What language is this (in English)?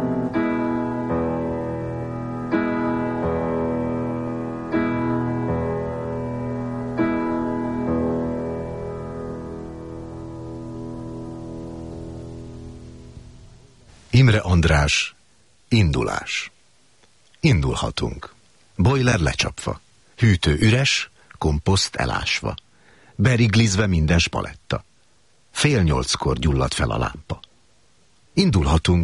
Hungarian